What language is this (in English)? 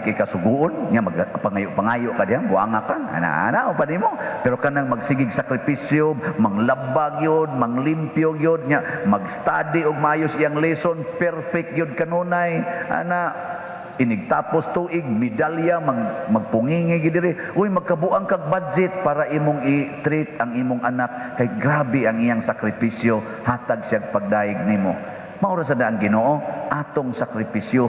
Cebuano